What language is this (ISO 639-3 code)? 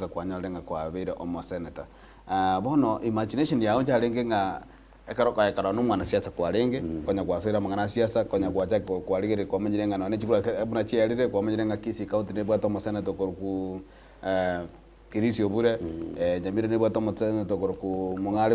guz